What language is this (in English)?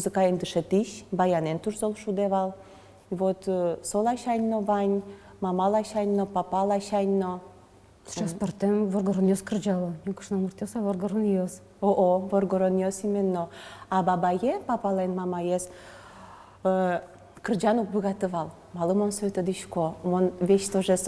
Udmurt